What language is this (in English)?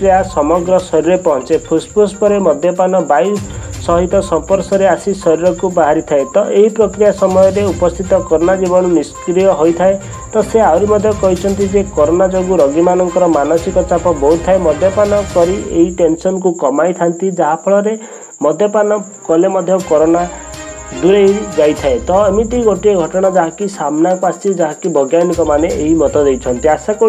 Odia